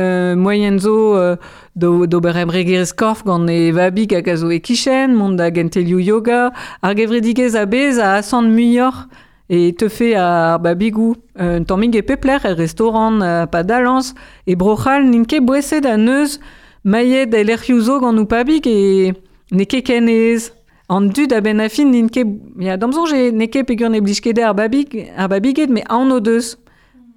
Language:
Breton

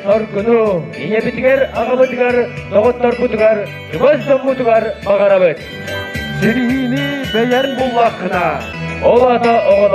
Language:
Yakut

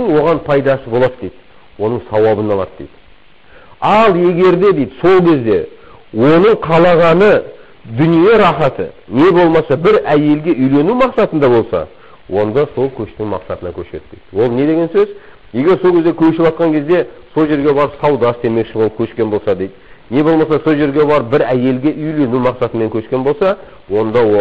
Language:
Kazakh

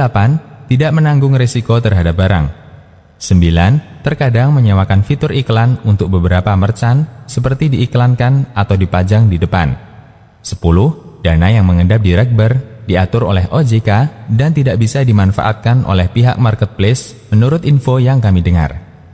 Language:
Indonesian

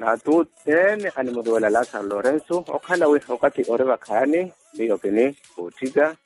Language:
Makhuwa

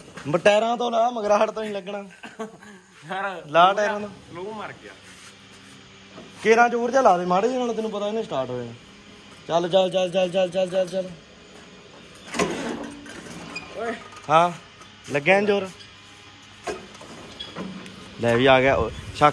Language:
Punjabi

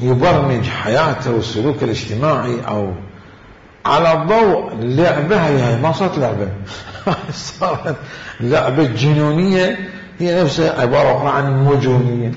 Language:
Mesopotamian Arabic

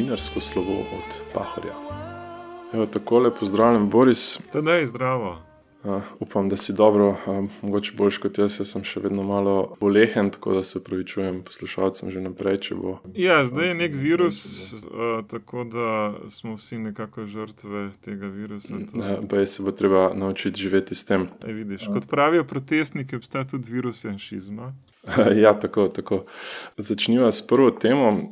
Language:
Slovenian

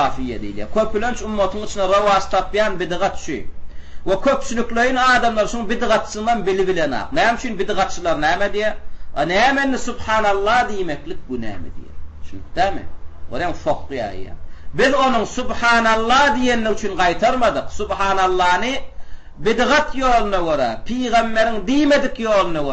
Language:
Turkmen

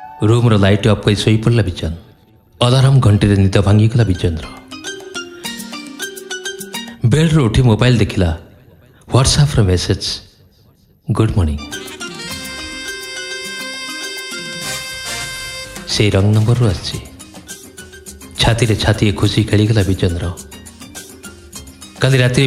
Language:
Odia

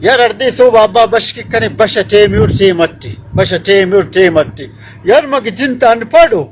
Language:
Brahui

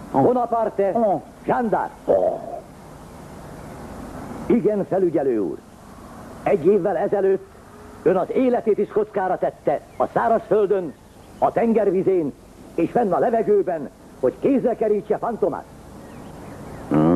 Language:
Hungarian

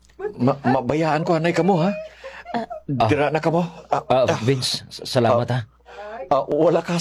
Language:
Hiligaynon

